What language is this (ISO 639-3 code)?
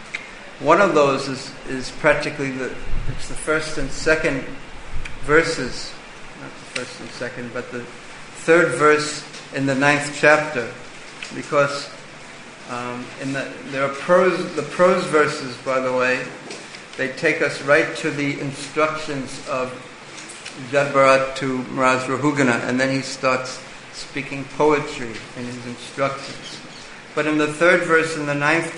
eng